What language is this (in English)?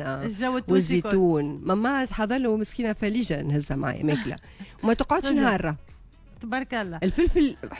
Tunisian Arabic